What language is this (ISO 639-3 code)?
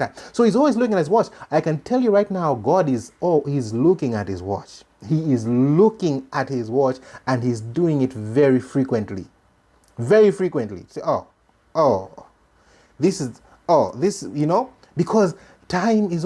eng